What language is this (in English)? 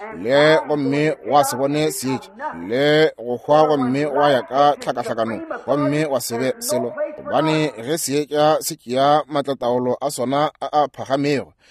Northern Sotho